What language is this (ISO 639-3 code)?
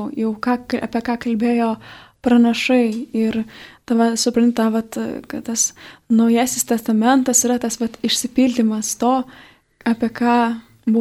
lit